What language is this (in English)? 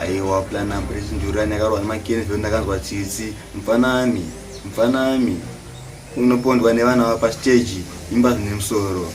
Shona